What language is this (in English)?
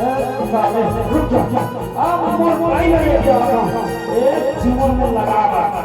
Chhattisgarhi